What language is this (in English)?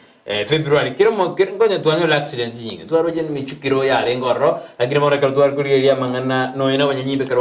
Gusii